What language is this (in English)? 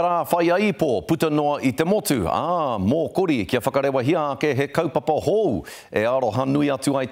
Māori